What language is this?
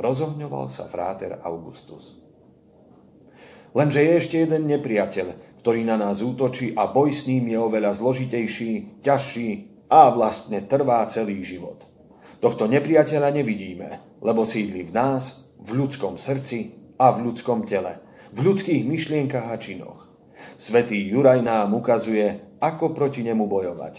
Slovak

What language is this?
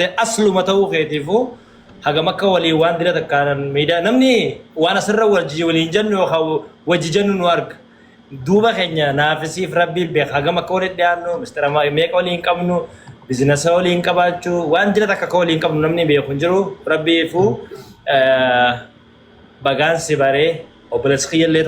Oromo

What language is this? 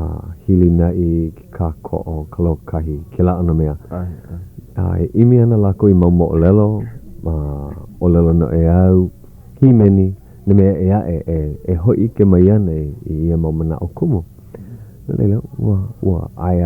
Hawaiian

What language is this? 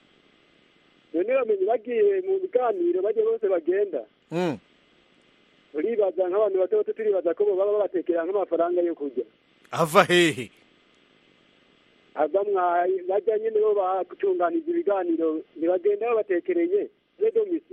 Kinyarwanda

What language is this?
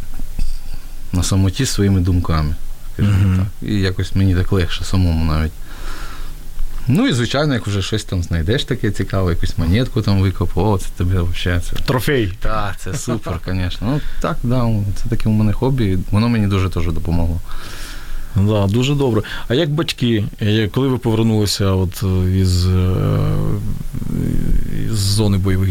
Ukrainian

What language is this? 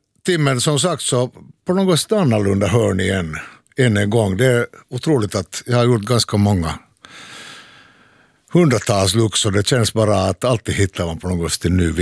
Swedish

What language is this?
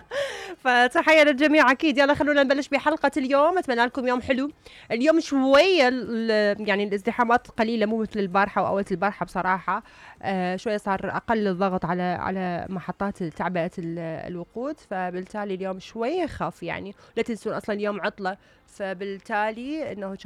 Mesopotamian Arabic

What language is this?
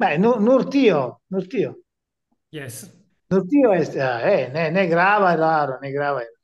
Esperanto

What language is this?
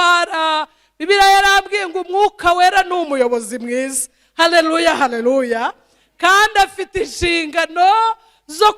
Kinyarwanda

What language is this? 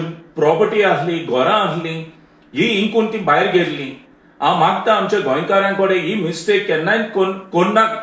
Konkani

